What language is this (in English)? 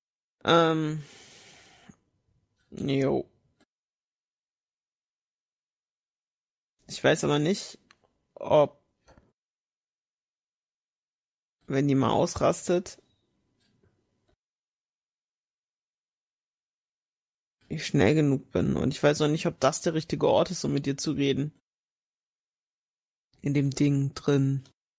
German